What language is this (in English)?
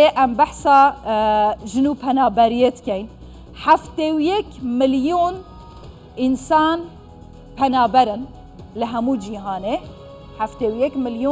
Kurdish